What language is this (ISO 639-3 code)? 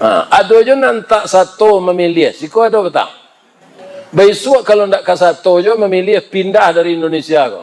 min